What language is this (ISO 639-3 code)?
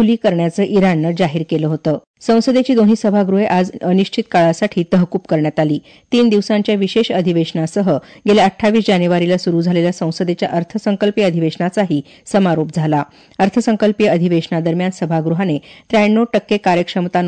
mar